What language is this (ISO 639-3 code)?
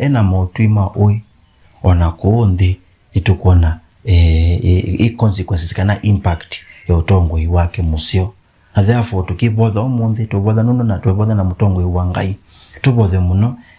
kam